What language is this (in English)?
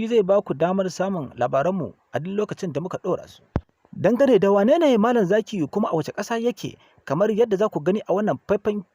Hausa